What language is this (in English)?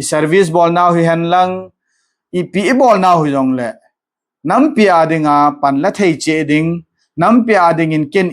Thado Chin